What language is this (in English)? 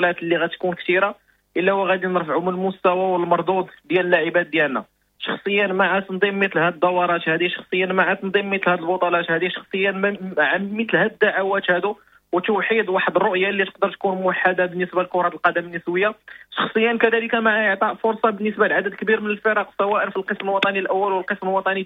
Moroccan Arabic